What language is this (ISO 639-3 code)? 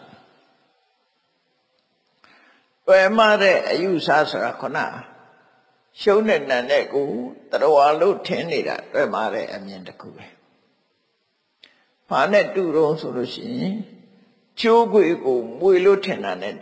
mya